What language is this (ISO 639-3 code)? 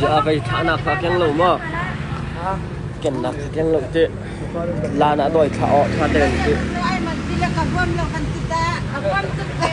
cnh